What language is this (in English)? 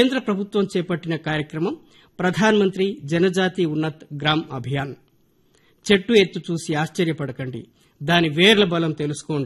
Telugu